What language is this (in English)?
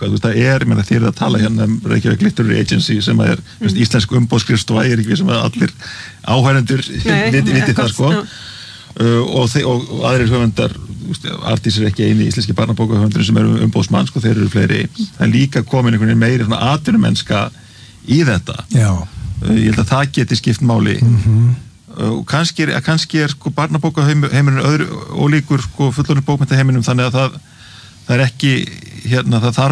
Icelandic